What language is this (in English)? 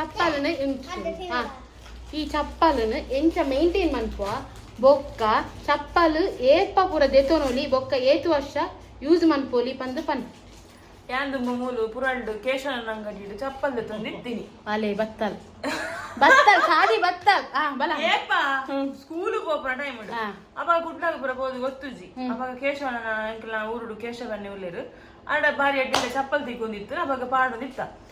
Tulu